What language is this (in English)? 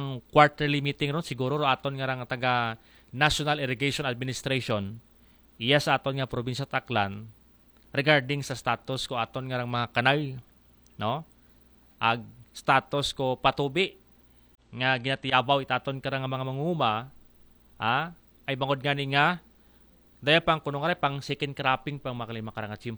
Aklanon